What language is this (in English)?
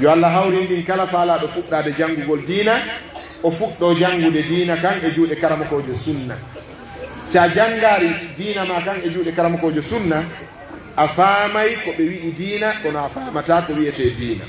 Pular